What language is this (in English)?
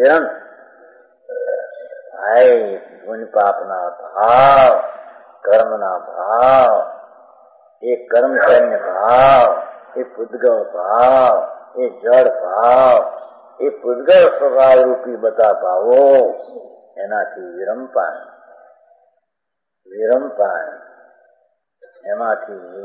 Gujarati